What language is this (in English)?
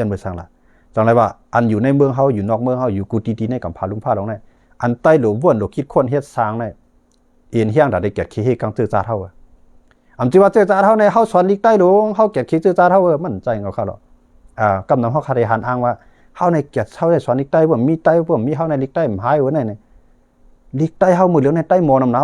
Shan